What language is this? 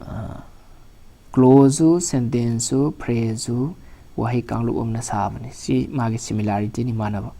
Manipuri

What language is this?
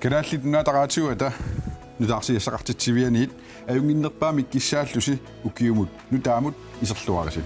Kalaallisut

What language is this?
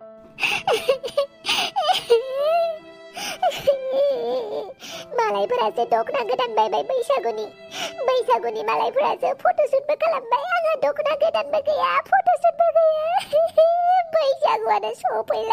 Bodo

